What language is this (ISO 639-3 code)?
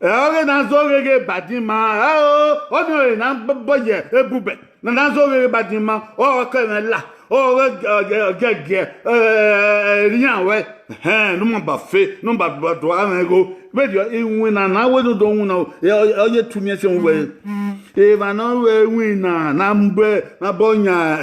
bin